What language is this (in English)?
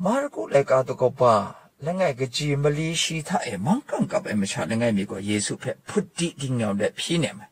Kachin